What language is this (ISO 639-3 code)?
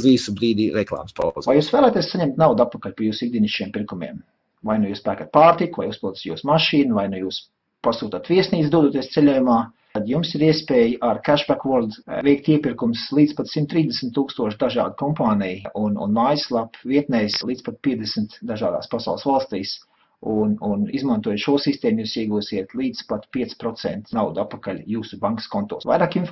lav